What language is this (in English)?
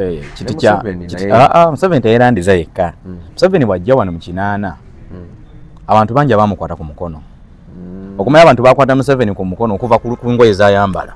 Ganda